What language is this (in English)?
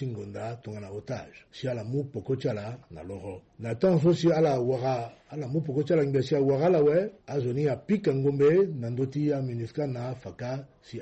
Sango